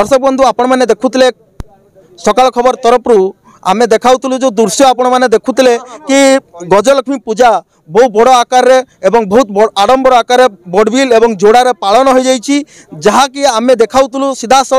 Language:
Odia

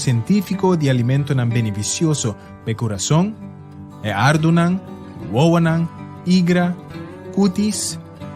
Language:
Papiamento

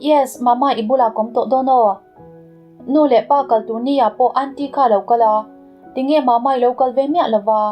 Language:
Mizo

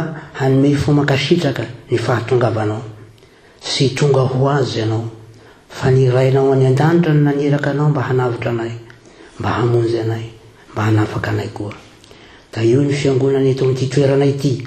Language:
Malagasy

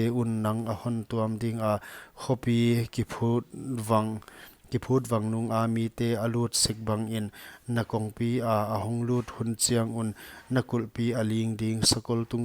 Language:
Paite Chin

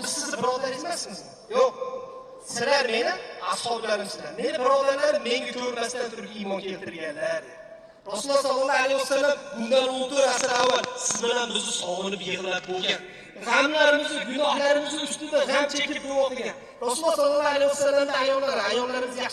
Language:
Uzbek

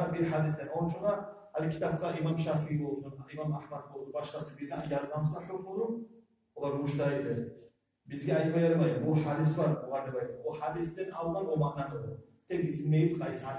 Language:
Kumyk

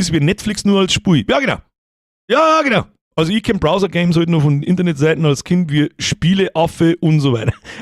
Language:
Bavarian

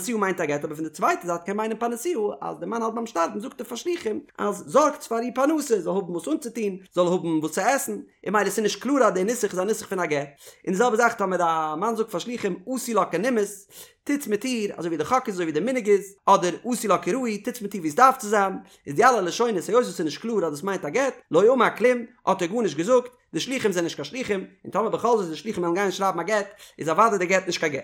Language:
Yiddish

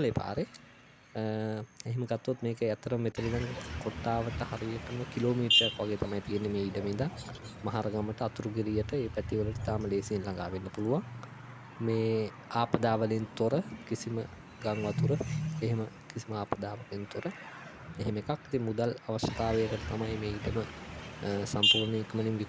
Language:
Sinhala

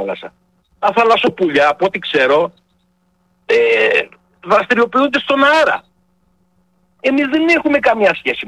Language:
Greek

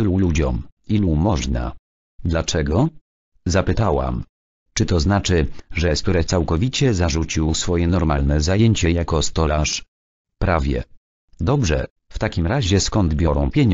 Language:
Polish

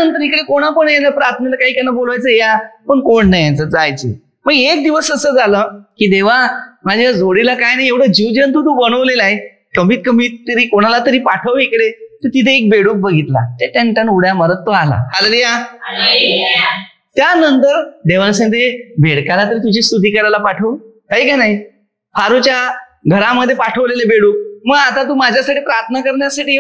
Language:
Marathi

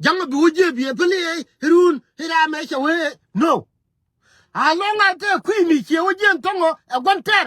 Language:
Nuer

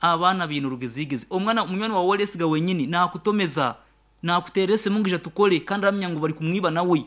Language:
Nyankole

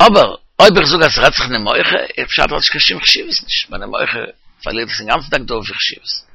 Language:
Yiddish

